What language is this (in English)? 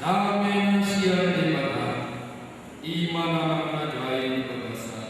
Batak Toba